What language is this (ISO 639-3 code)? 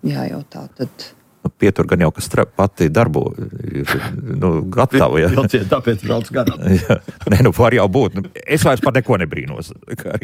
lav